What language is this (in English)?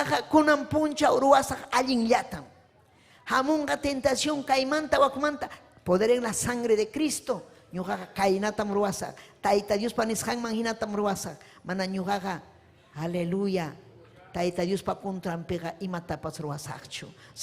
Ayacucho Quechua